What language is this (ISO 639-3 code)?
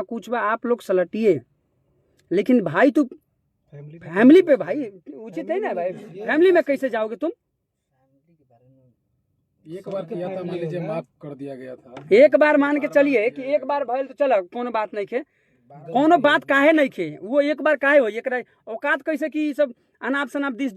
bho